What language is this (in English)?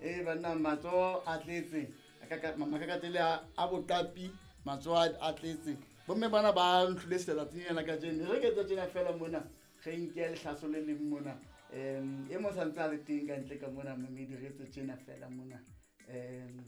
Southern Sotho